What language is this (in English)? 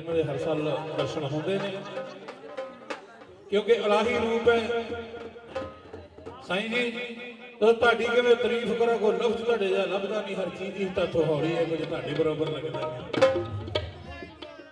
Punjabi